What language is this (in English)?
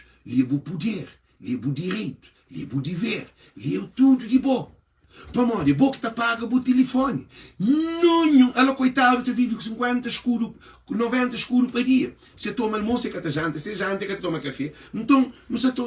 Kabuverdianu